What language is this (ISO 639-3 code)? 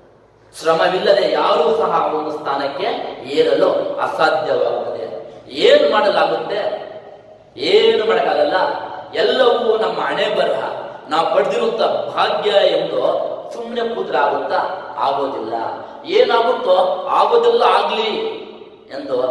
kan